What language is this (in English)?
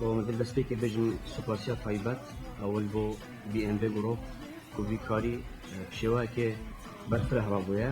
Kurdish